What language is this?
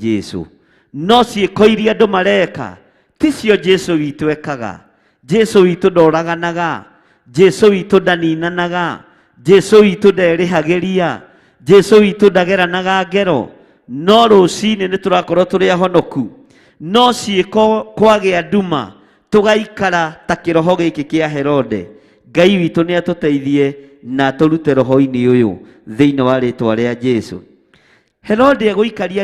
Kikuyu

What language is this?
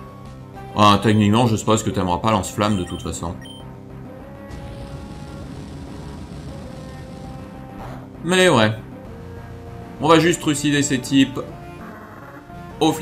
French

